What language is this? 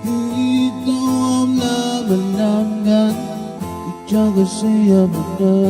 Pohnpeian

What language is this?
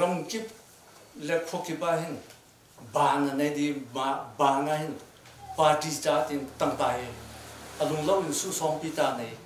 Hakha Chin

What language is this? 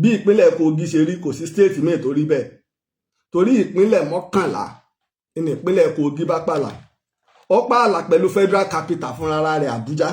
Yoruba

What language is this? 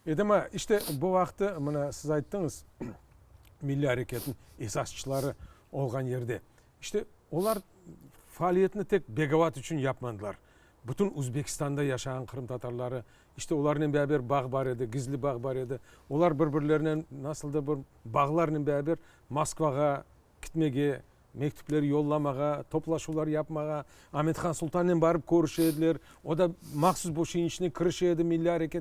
Crimean Tatar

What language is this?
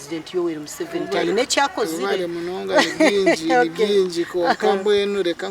Nyankole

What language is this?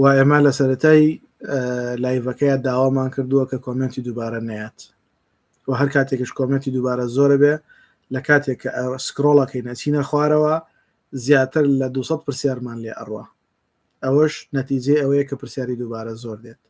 Central Kurdish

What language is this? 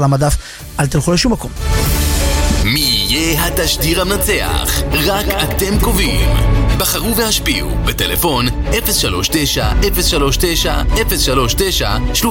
Hebrew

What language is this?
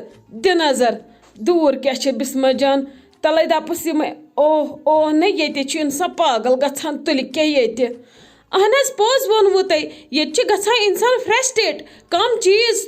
Kashmiri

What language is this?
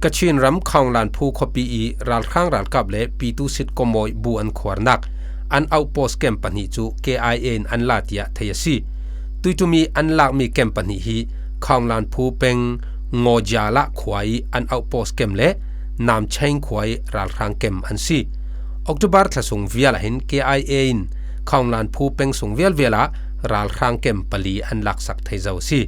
Falam Chin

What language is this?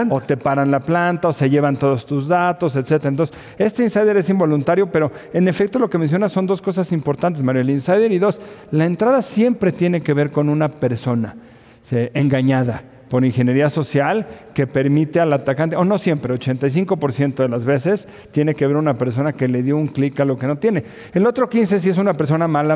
Spanish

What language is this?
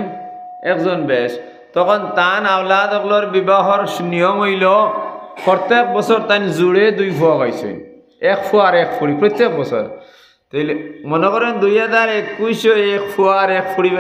Sylheti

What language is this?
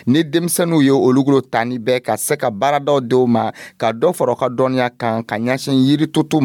Dyula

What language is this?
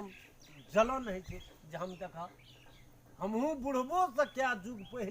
Maithili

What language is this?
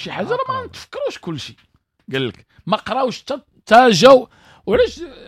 Moroccan Arabic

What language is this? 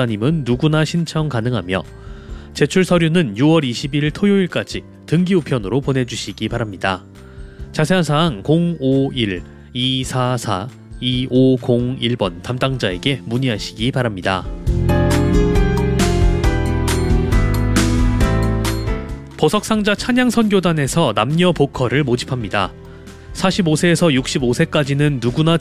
Korean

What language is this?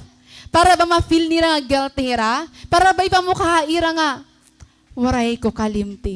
Waray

